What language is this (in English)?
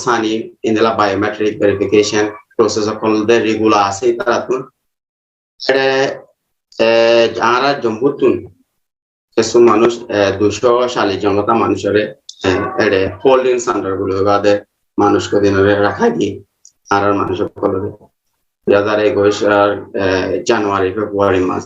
Rohingya